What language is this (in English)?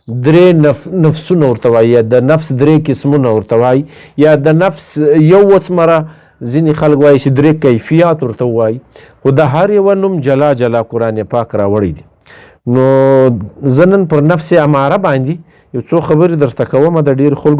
Pashto